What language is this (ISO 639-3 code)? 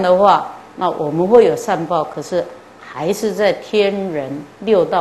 zho